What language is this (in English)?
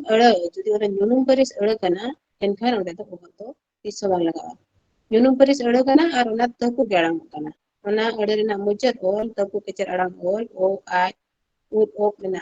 Santali